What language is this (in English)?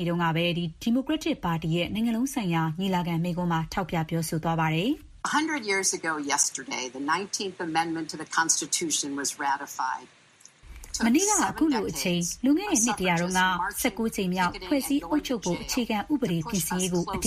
Burmese